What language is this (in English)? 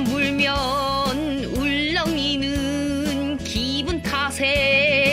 Korean